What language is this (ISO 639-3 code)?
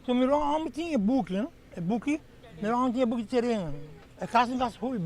pap